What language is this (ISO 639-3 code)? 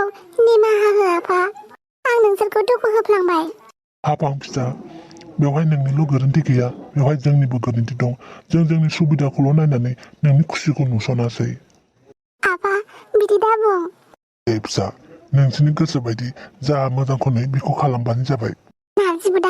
brx